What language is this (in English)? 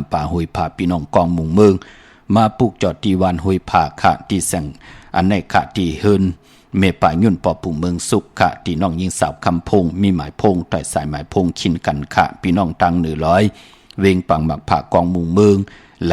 Shan